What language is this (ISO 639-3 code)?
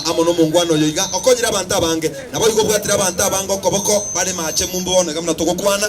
guz